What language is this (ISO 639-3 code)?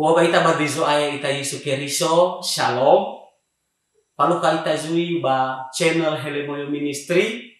nia